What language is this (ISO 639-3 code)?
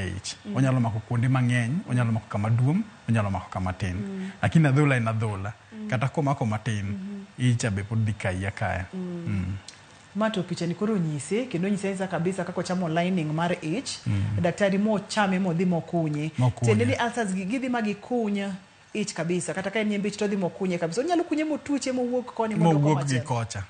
luo